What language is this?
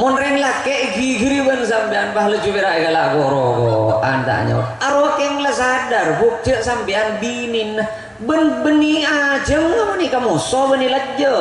Madurese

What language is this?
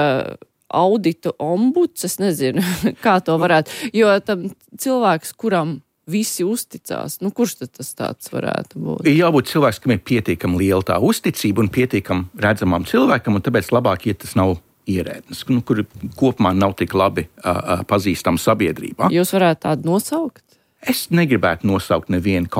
Latvian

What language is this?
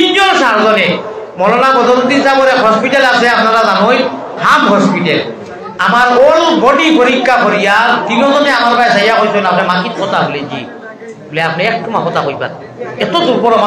Sylheti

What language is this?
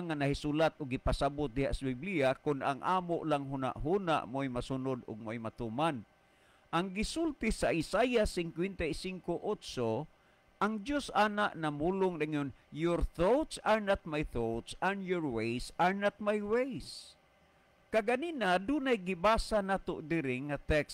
Cebuano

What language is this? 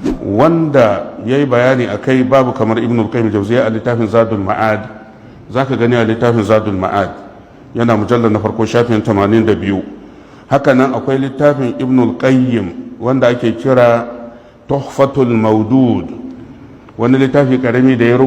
Hausa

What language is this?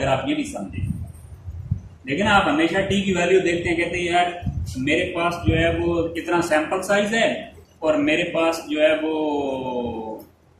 Hindi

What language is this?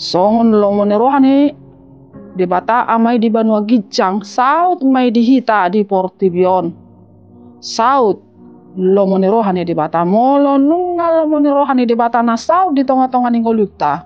Batak Toba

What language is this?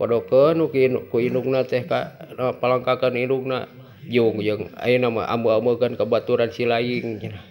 Sundanese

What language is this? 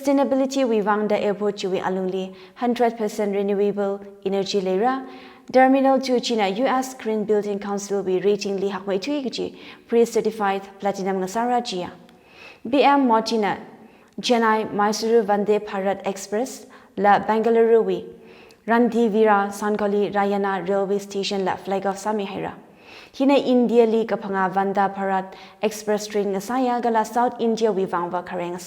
Tangkhul Naga (India)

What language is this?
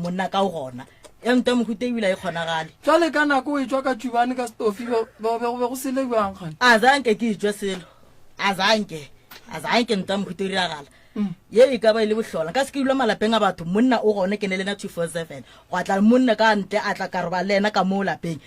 Northern Sotho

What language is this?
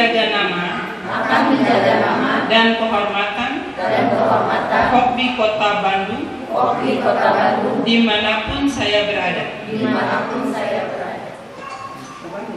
Indonesian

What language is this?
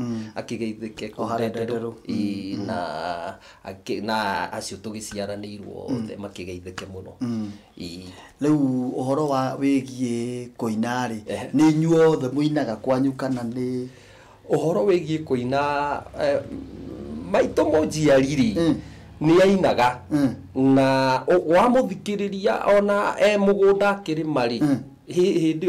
Kikuyu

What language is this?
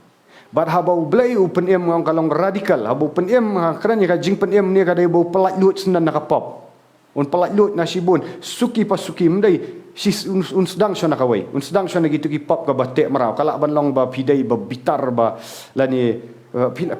Khasi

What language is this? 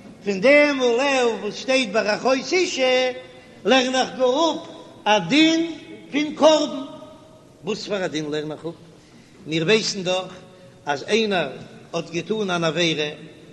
Yiddish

